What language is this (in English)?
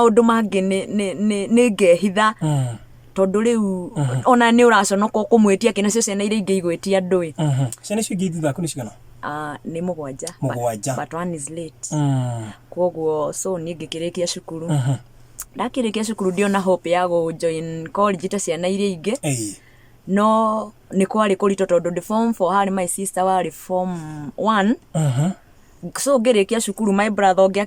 Kikuyu